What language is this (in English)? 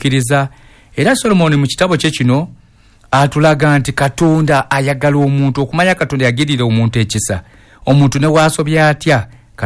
Ganda